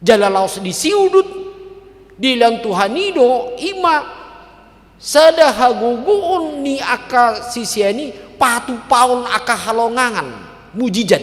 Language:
Batak Toba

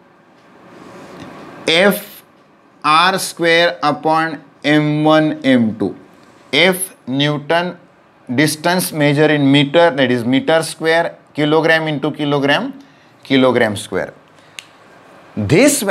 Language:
Marathi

